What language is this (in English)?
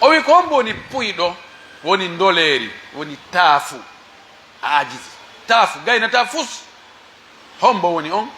Pular